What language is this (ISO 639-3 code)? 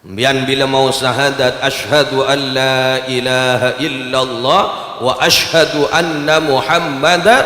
mad